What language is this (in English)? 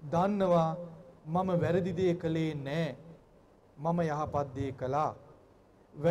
Sinhala